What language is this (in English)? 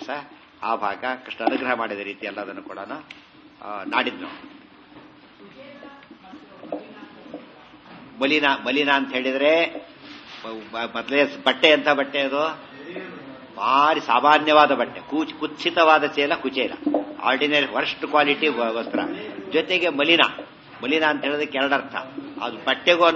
Kannada